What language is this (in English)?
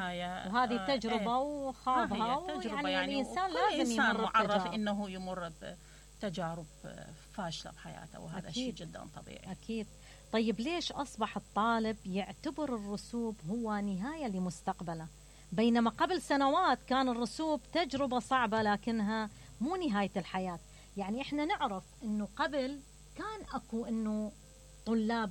Mesopotamian Arabic